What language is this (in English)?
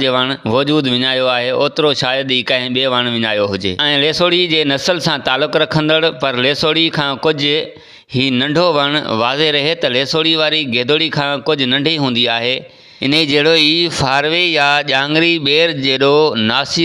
Sindhi